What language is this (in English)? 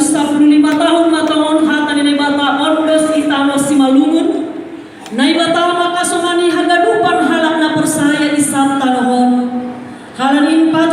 Batak Simalungun